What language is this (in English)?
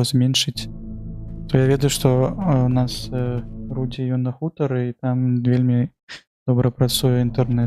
Belarusian